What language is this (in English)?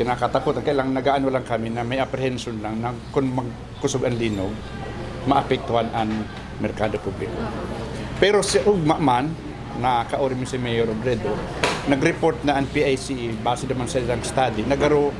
Bikol